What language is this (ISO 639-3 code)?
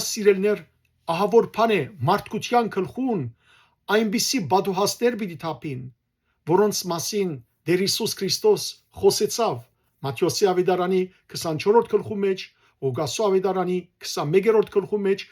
hyw